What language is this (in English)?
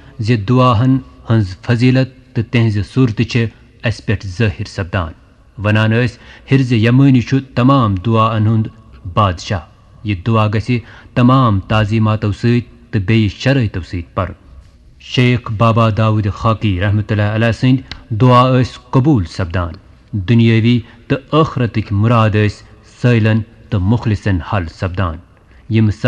Kashmiri